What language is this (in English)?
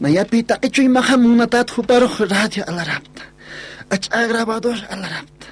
Aymara